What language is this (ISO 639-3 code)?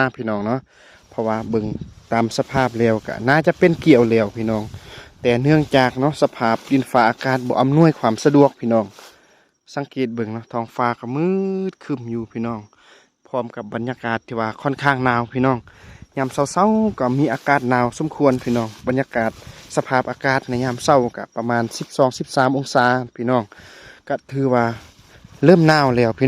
lao